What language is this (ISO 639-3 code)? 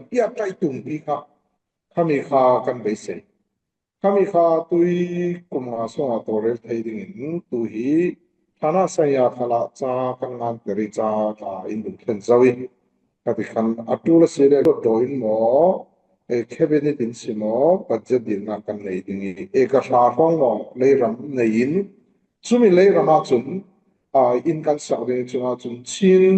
cfm